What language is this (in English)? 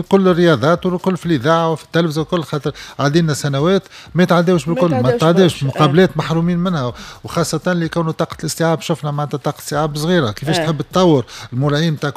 Tunisian Arabic